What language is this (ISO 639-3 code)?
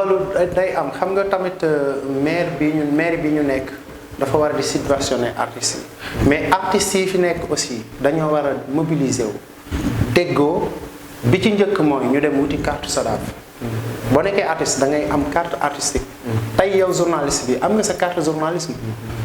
wol